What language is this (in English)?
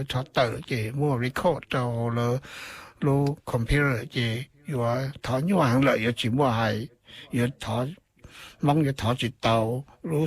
Hmong